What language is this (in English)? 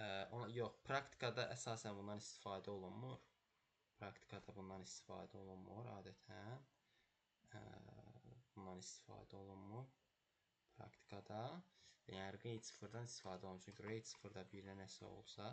Azerbaijani